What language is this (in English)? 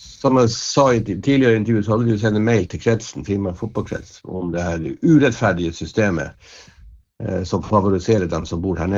Norwegian